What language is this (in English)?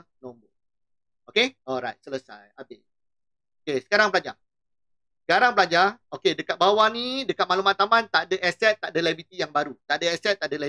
Malay